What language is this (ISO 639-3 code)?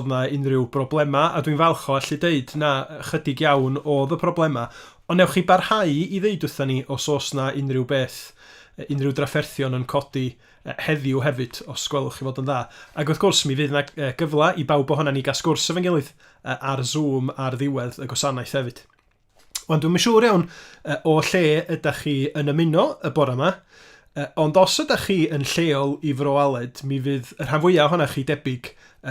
cym